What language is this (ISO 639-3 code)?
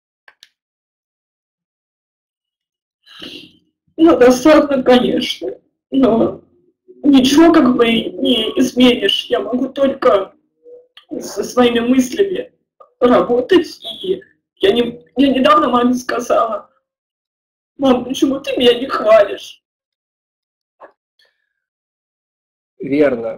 rus